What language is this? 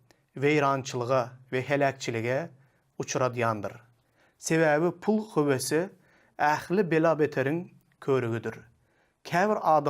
Turkmen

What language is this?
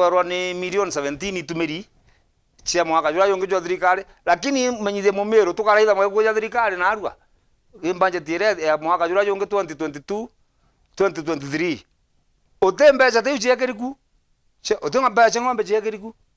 Meru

